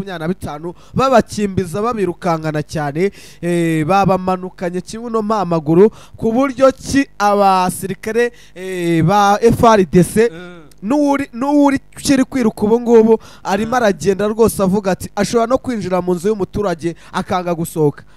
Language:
Kinyarwanda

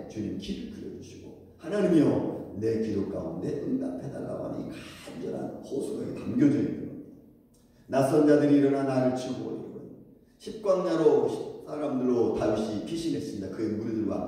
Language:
Korean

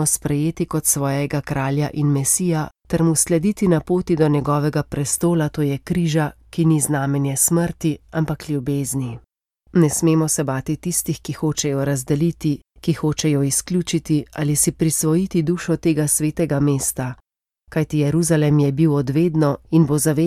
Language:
Slovenian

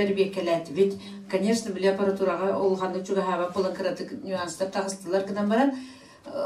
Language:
Yakut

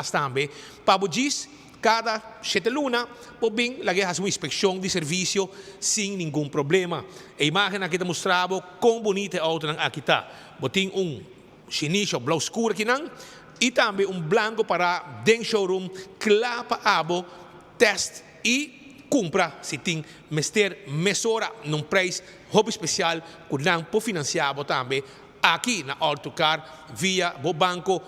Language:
Papiamento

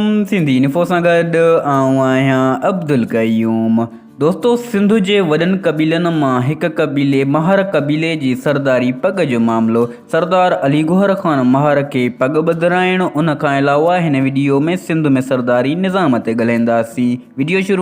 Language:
Sindhi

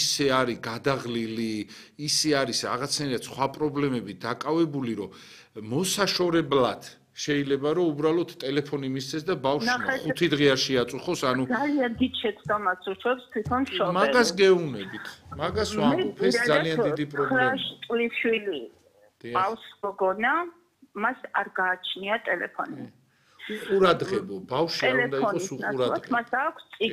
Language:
Georgian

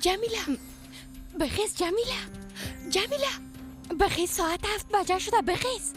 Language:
Persian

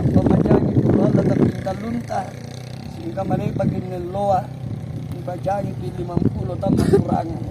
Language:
Makasar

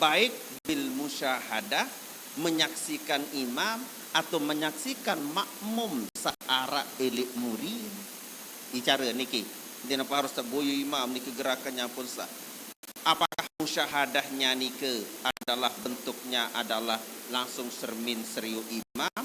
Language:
Sasak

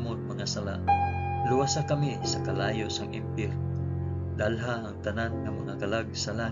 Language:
Hiligaynon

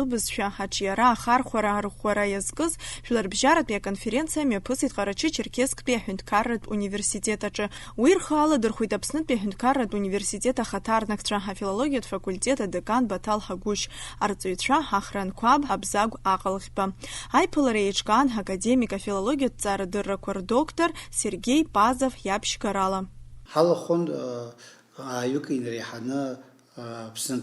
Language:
Abkhazian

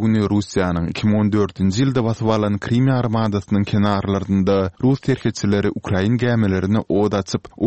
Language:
Turkmen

